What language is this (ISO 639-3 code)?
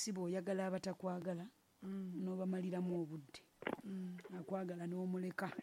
lug